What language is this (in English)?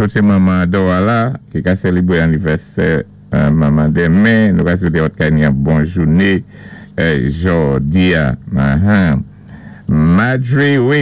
Saint Lucian Creole French